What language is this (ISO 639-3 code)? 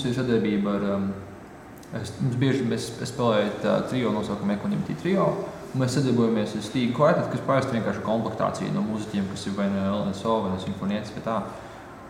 lav